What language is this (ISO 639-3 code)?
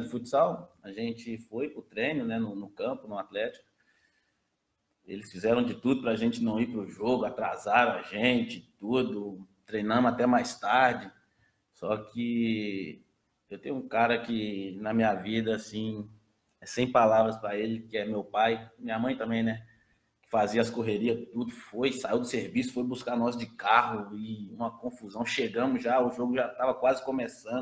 por